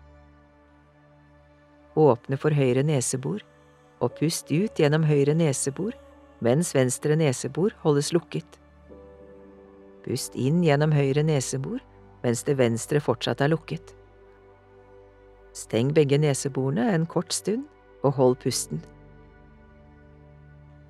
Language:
Norwegian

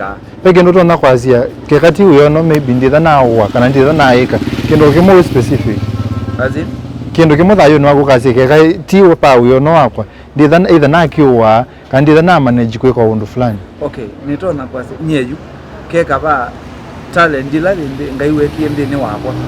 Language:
Kamba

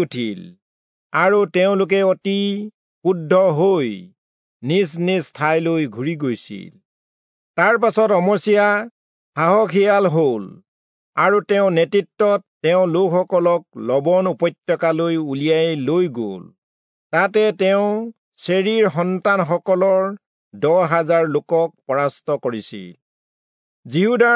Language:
Assamese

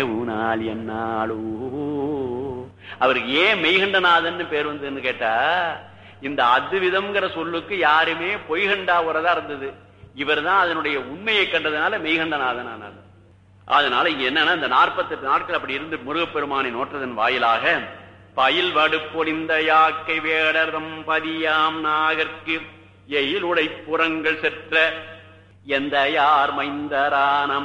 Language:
Tamil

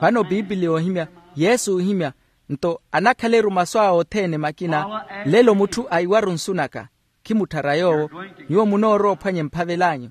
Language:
Makhuwa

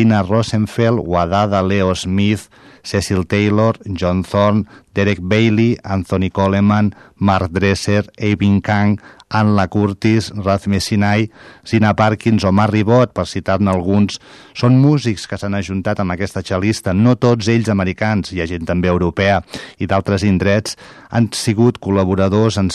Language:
Catalan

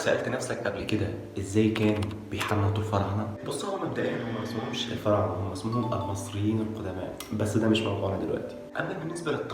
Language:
Egyptian Arabic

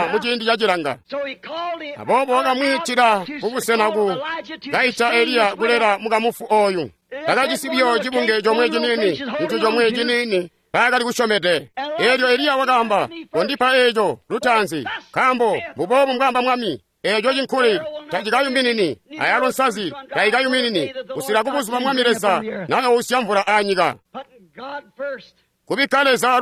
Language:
Tonga (Zambia)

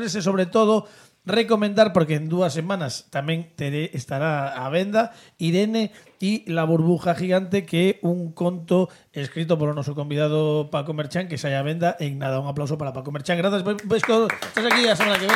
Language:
Galician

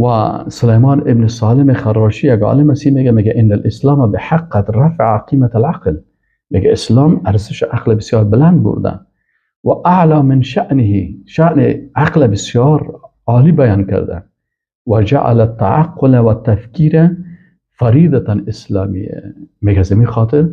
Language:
Persian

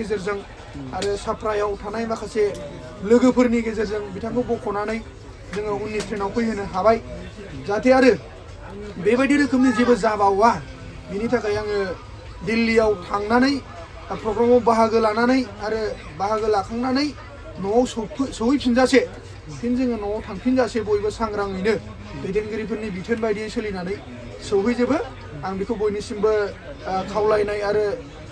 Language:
Bodo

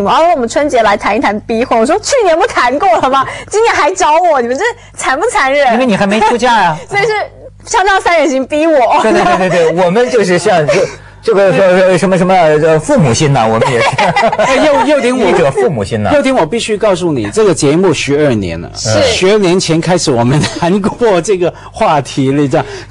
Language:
Chinese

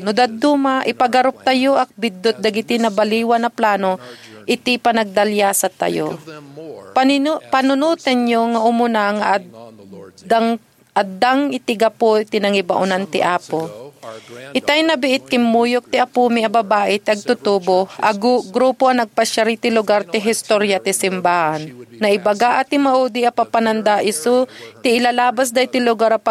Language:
Iloko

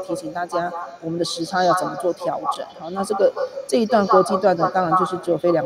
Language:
Chinese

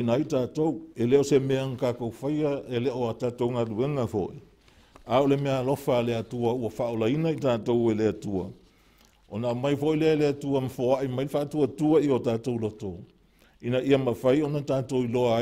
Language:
Samoan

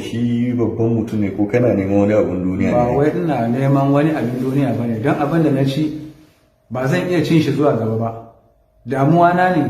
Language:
Hausa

